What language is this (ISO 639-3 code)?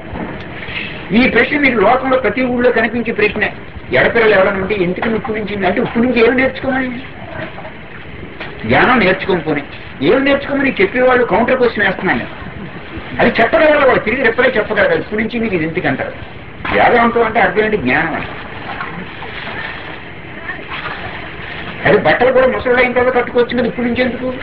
tel